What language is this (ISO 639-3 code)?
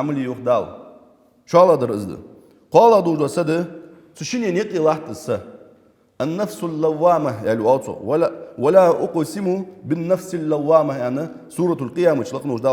inh